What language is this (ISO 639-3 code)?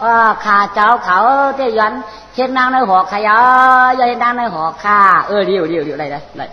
shn